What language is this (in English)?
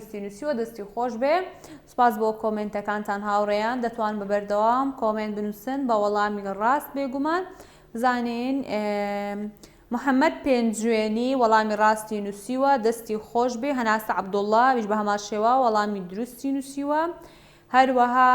Central Kurdish